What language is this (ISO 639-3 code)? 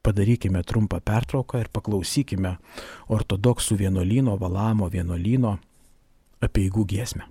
lit